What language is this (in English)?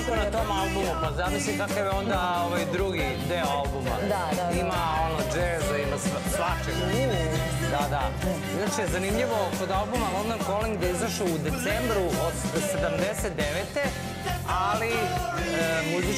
Serbian